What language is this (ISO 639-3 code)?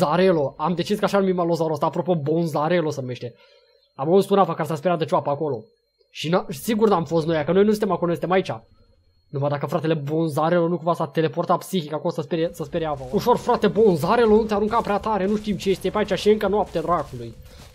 ron